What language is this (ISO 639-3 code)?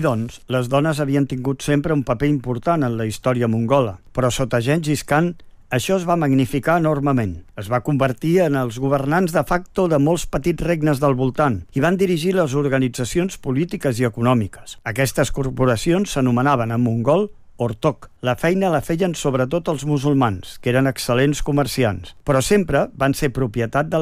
cat